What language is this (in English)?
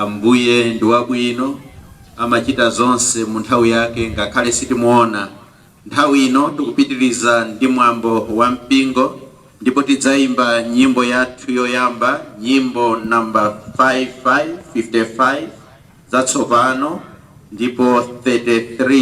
Nyanja